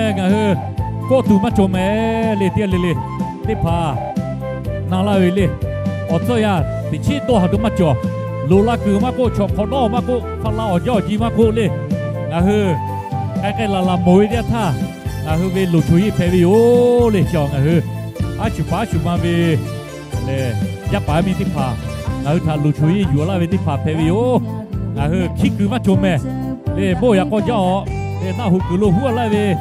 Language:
Lahu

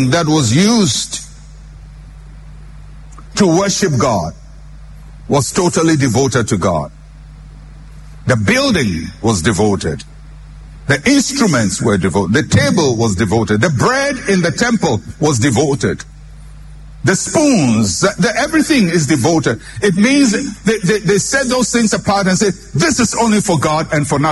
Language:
English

